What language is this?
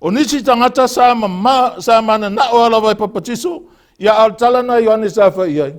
Samoan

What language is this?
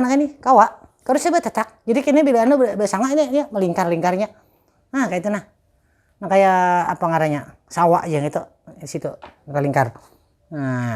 Banjar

